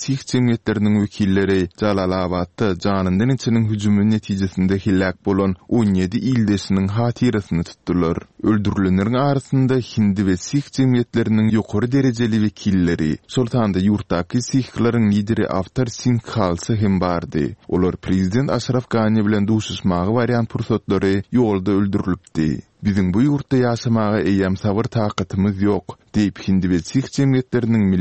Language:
Turkmen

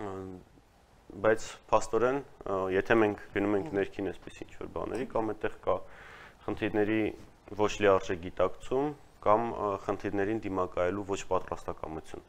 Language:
Armenian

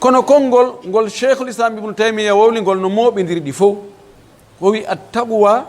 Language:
Pular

